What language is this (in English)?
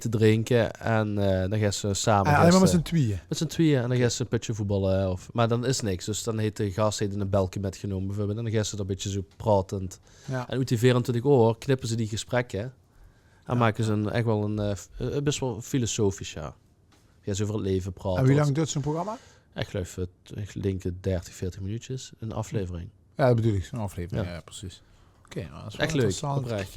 Limburgish